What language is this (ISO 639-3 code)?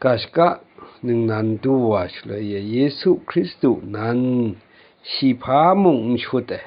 kac